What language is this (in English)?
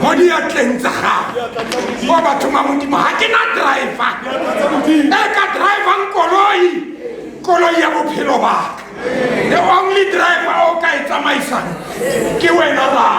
Tswana